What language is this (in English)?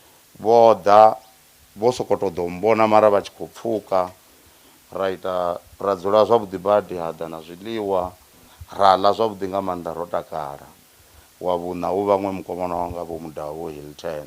Venda